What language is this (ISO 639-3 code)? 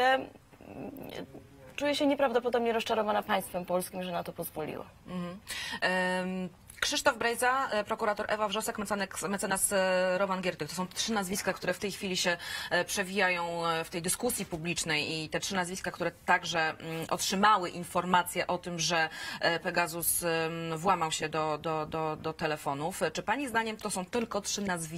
pol